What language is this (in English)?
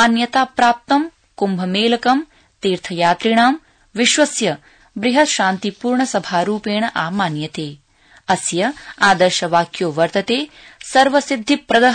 Sanskrit